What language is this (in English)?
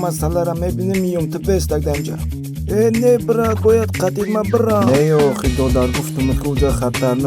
Tajik